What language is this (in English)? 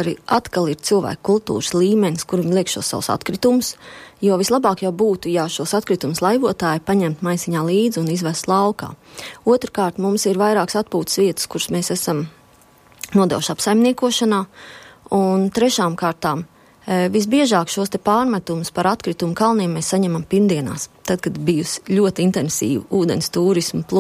Latvian